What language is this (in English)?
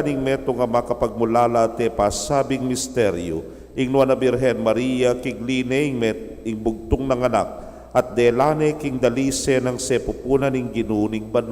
Pampanga